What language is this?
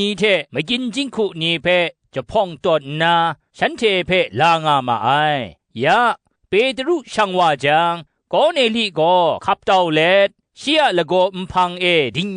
Kachin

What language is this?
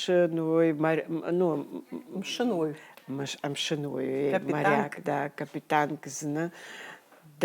Abkhazian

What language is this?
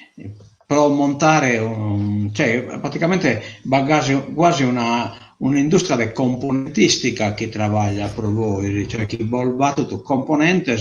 Sardinian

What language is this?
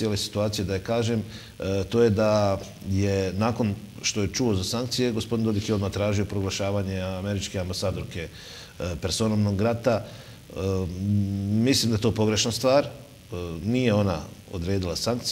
Serbian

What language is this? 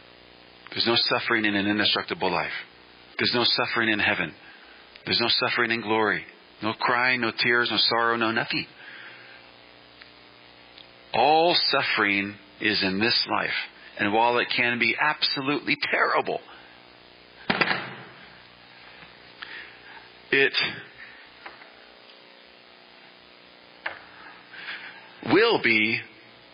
English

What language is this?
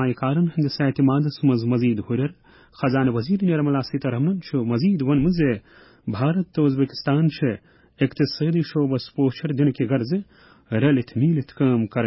Kashmiri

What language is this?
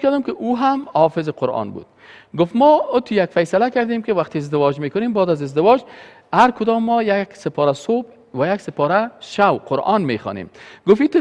Persian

